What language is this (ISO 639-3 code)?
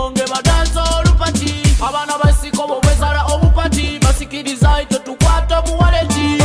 nyo